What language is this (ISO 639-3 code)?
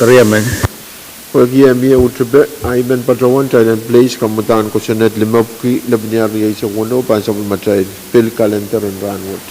pon